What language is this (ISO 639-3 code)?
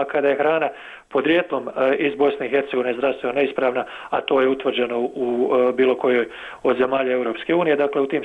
bos